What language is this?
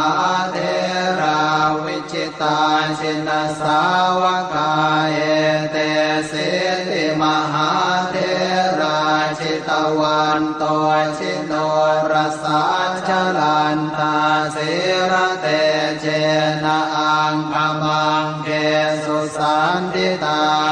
Pali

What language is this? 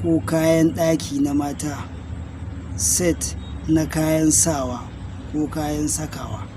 Hausa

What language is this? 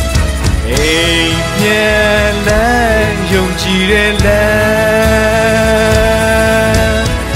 Burmese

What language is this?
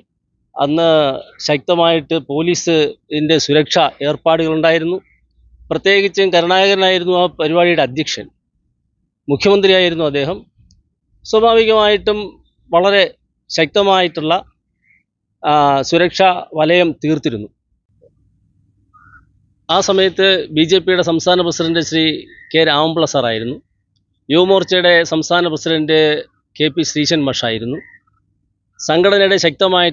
Malayalam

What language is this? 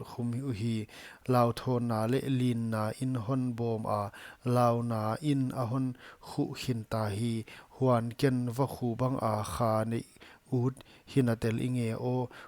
Paite Chin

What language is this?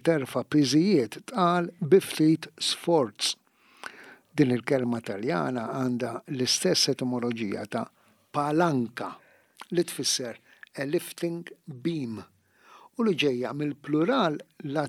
Maltese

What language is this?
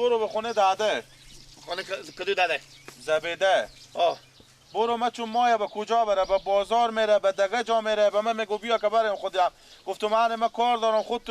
Persian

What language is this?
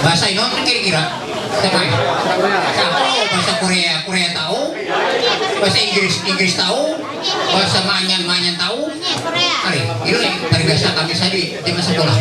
Ma'anyan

